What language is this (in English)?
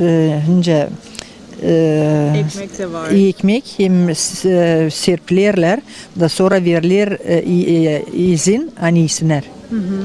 Gagauz